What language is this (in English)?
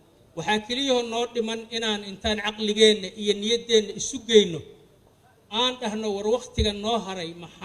Somali